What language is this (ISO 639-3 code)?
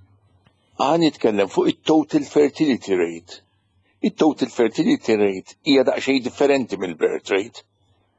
mlt